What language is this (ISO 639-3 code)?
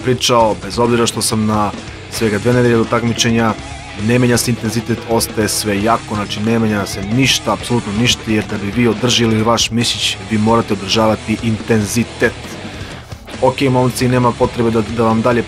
srp